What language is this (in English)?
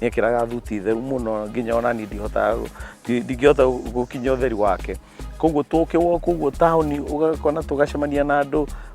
Kikuyu